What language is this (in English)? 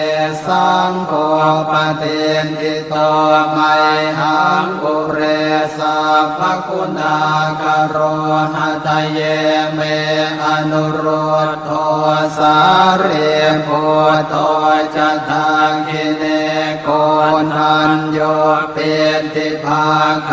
Pali